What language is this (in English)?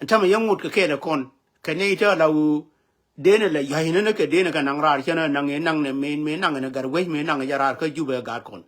Nuer